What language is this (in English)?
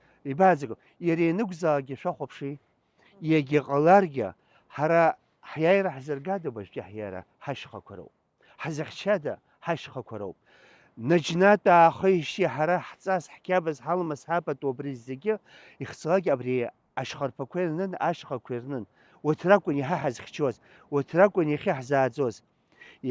Abkhazian